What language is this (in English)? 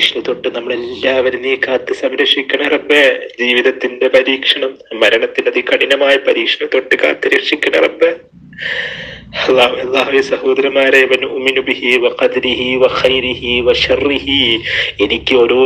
Malayalam